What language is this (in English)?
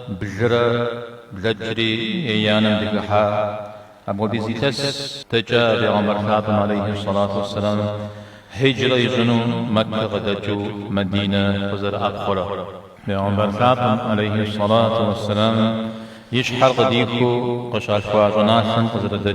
Kabardian